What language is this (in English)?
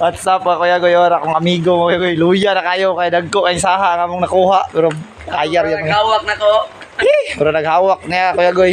Cebuano